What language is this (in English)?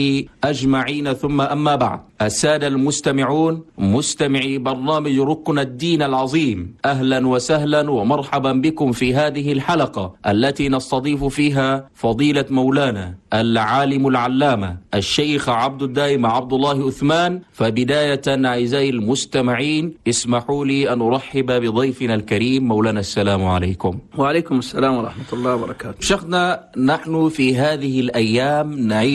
Chadian Arabic